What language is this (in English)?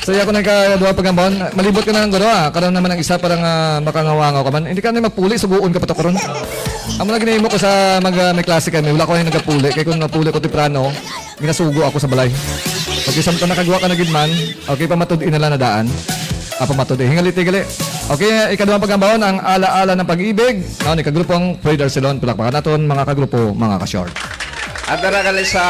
Hiligaynon